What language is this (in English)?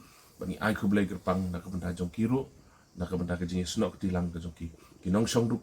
Khasi